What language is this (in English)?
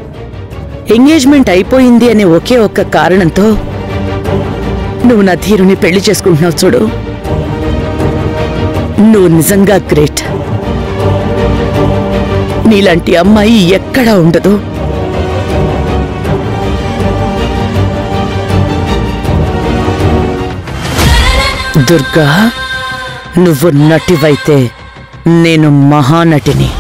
Telugu